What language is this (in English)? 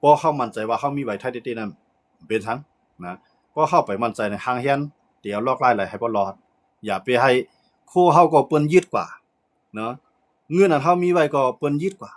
Shan